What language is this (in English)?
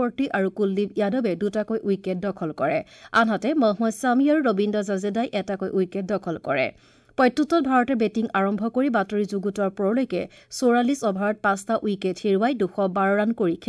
Assamese